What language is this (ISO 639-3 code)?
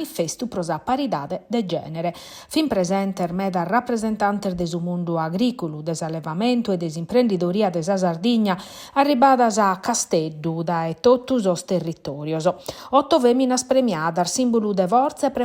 srd